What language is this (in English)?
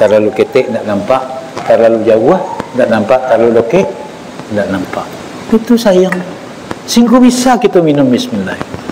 Minangkabau